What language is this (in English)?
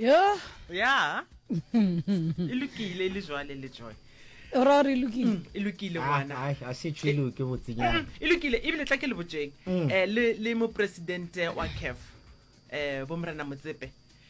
Northern Sotho